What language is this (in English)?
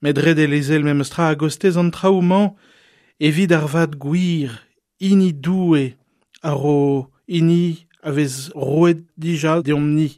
Breton